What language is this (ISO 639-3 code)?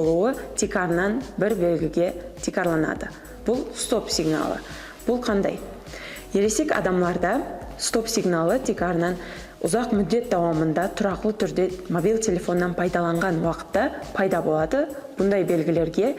kaa